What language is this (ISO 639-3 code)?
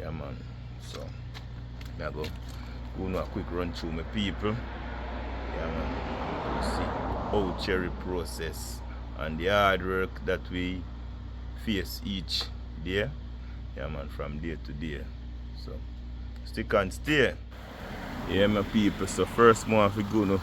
jam